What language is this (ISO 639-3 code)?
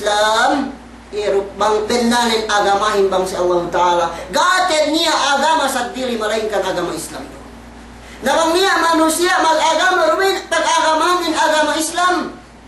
yka